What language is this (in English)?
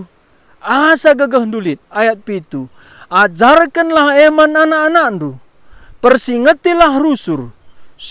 Batak Karo